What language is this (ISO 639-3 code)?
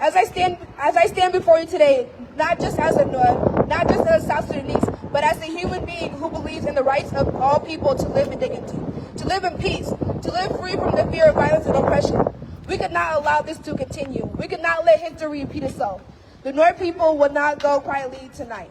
nus